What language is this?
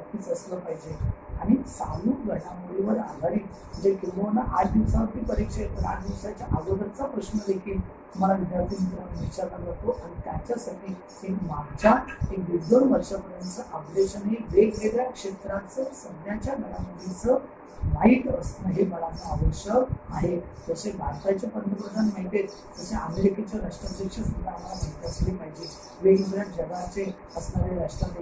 Marathi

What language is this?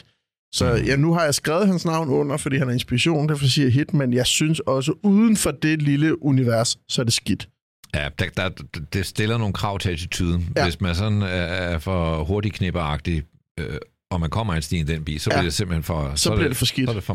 Danish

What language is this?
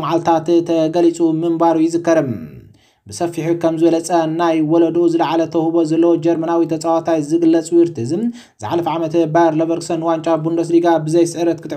Tigrinya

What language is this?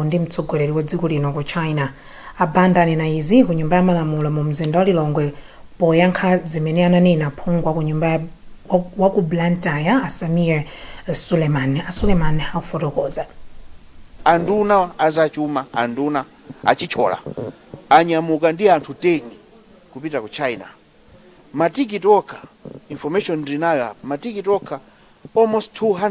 Nyanja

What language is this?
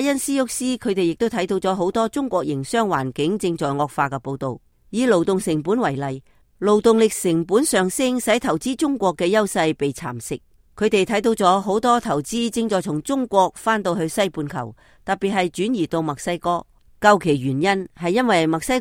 Cantonese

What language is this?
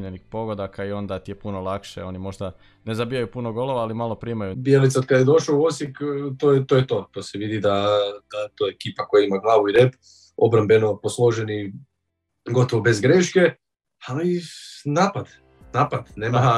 Croatian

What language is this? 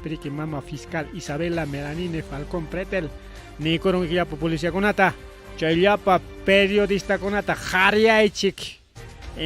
Ayacucho Quechua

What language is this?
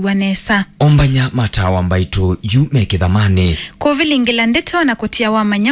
Kamba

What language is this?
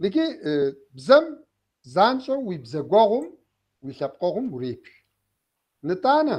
Kabardian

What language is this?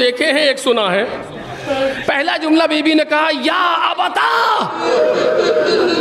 Urdu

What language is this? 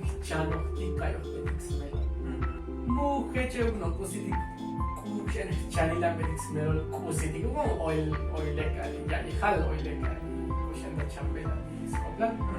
Tzotzil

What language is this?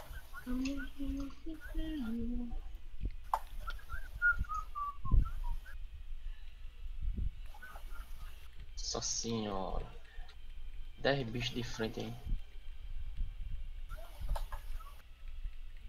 Portuguese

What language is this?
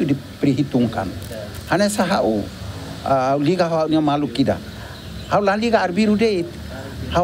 Tetum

